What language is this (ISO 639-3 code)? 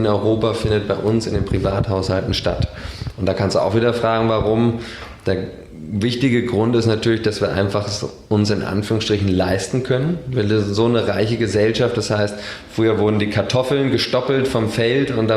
deu